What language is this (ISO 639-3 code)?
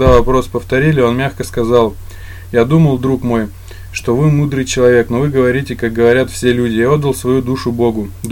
rus